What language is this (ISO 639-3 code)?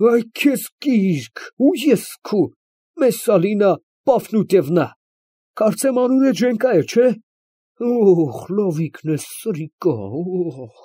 hye